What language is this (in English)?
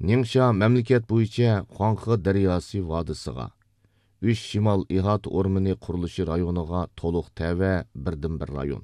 Uyghur